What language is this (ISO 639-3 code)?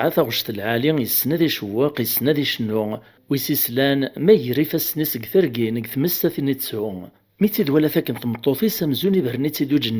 kab